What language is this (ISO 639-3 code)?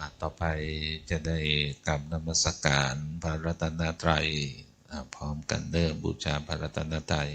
pli